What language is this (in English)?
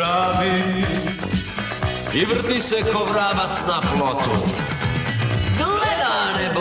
Serbian